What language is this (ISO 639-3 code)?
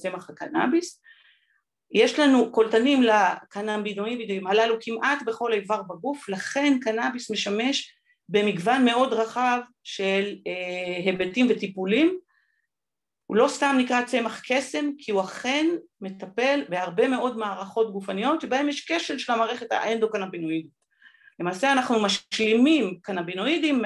heb